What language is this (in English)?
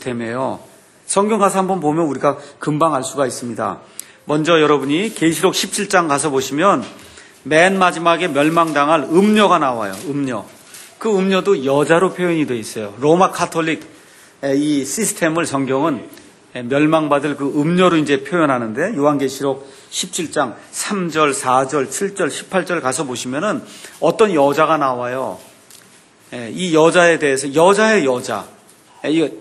Korean